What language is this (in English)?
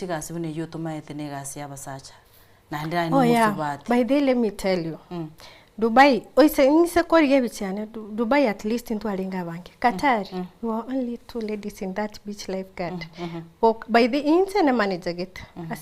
Gusii